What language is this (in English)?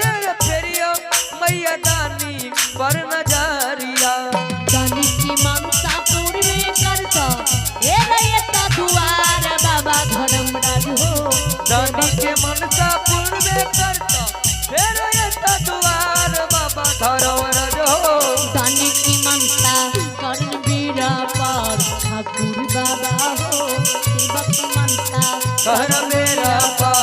Maithili